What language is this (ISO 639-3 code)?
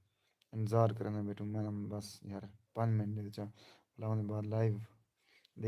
skr